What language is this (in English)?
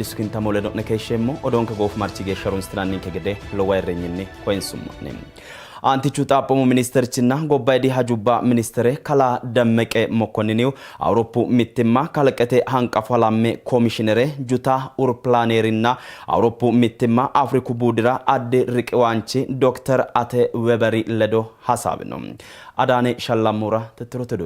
Sidamo